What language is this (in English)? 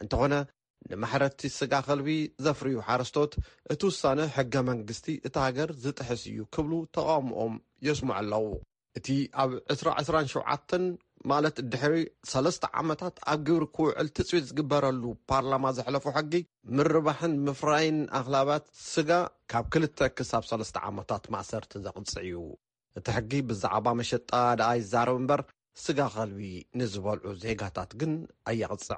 Tigrinya